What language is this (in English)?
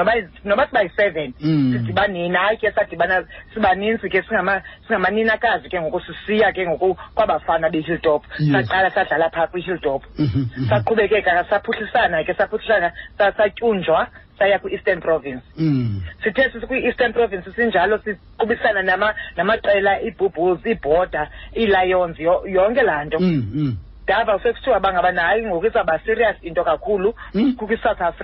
Xhosa